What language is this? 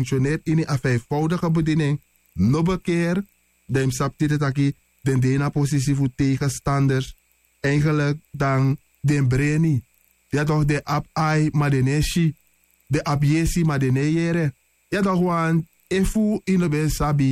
Sranan Tongo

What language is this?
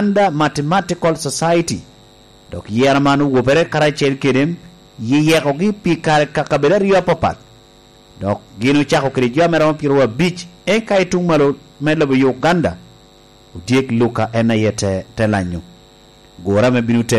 Lango (Uganda)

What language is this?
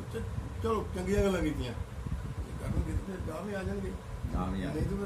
Punjabi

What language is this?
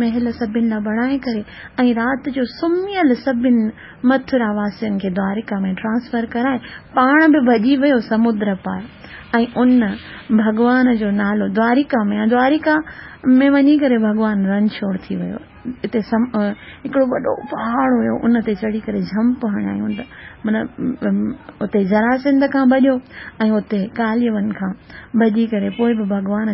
Sindhi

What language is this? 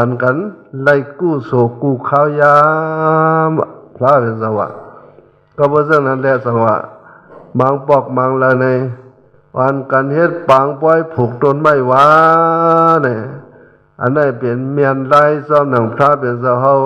Shan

